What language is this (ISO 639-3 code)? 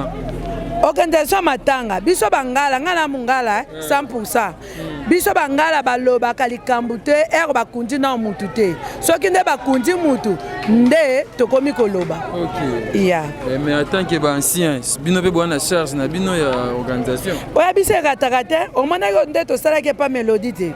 lin